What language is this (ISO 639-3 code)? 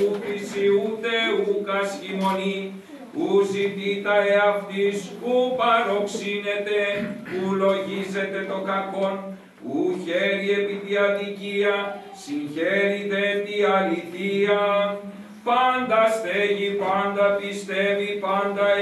ell